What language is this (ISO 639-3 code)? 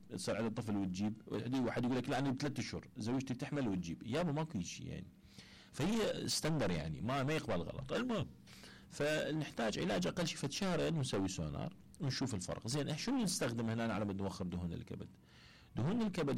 acm